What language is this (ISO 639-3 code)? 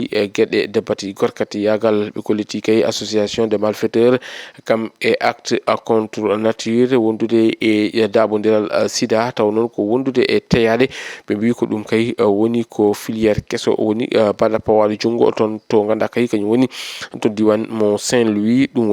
ful